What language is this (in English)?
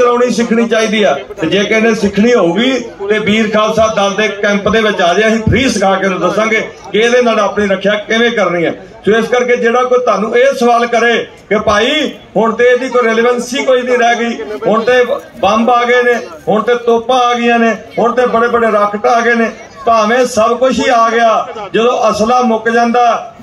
Punjabi